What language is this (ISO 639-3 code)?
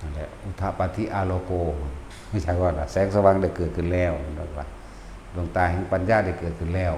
tts